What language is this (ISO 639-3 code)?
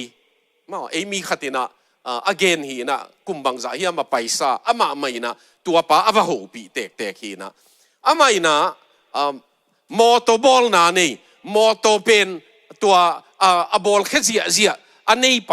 ctd